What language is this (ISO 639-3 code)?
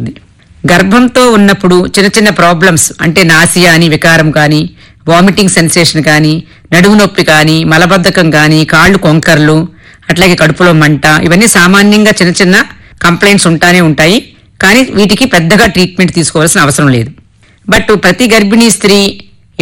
tel